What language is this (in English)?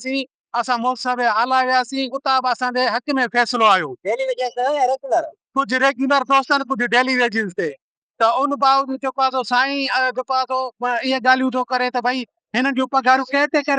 Sindhi